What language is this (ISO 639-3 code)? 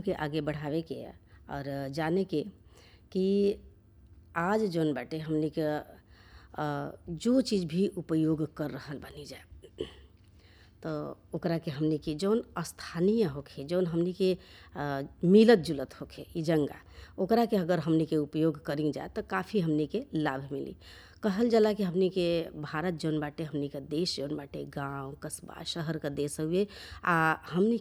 bho